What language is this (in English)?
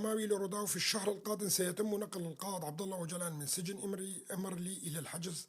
North Levantine Arabic